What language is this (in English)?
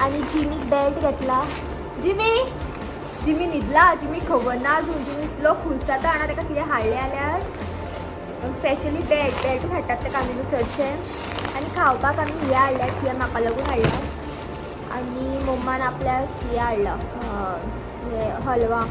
Konkani